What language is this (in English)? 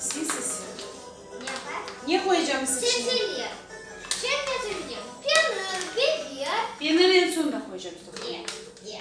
Crimean Tatar